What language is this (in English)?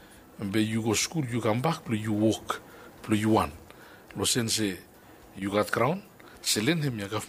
Bislama